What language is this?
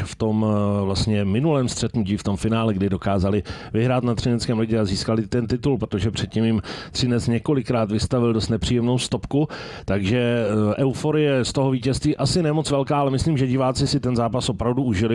Czech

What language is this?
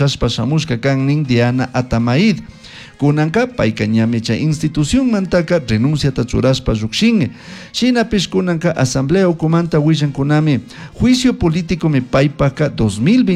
Chimborazo Highland Quichua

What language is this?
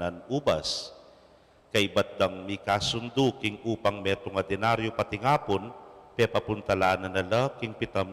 Pampanga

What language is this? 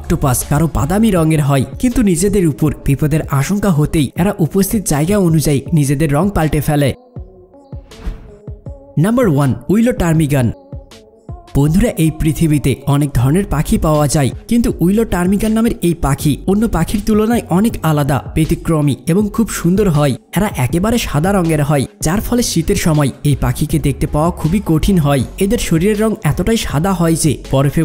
Bangla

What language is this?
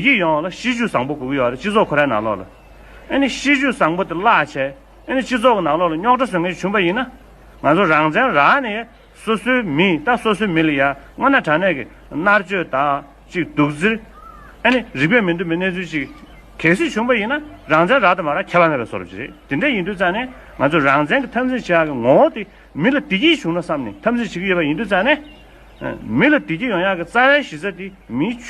Tibetan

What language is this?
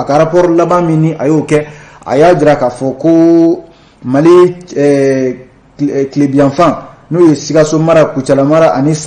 Bambara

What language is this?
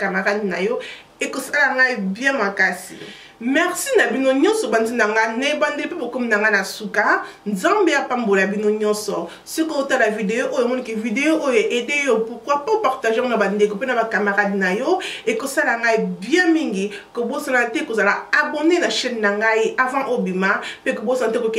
Lingala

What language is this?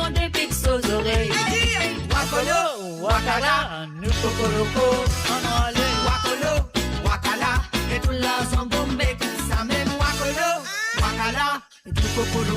Morisyen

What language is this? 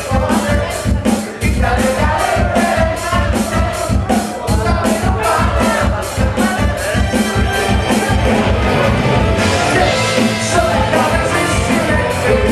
Greek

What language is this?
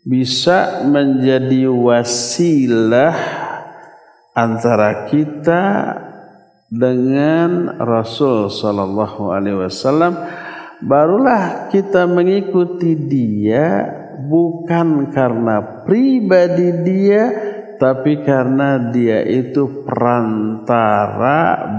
Indonesian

